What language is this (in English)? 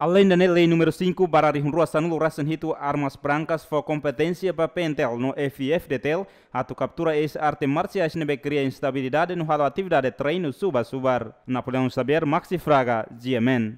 Tetum